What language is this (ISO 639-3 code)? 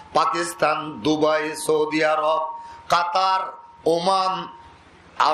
rhg